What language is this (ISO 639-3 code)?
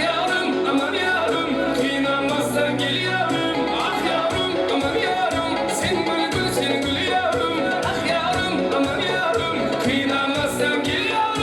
kaa